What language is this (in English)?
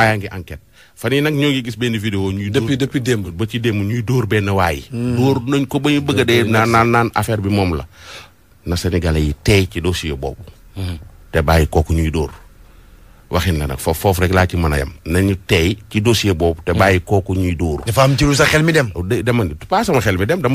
Wolof